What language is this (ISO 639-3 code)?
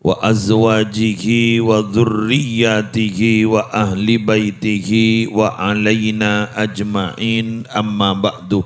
mad